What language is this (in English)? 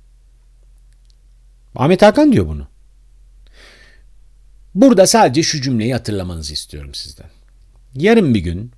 Turkish